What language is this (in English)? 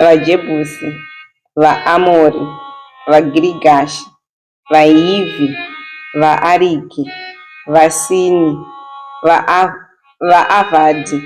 Shona